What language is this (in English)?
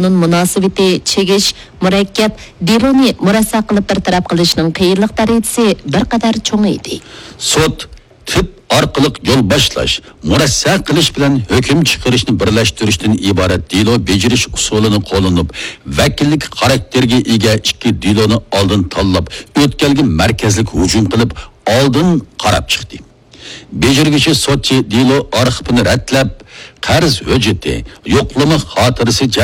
Uyghur